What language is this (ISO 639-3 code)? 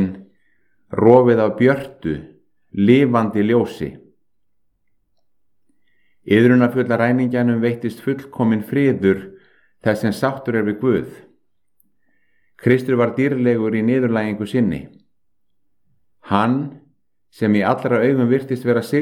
isl